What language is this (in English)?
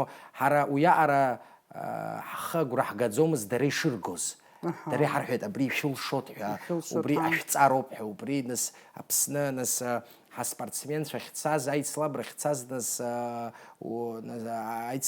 Abkhazian